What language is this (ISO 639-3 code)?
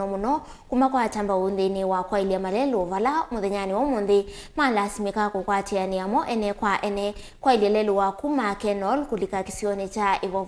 kam